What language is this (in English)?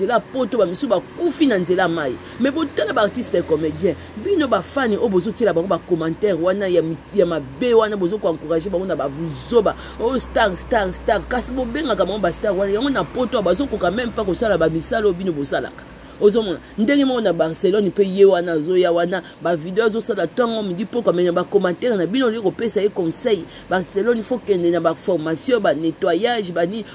Lingala